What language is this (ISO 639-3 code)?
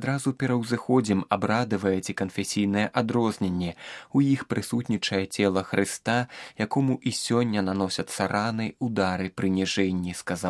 bel